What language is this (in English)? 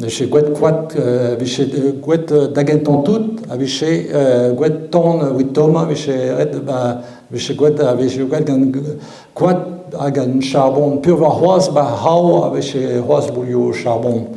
Breton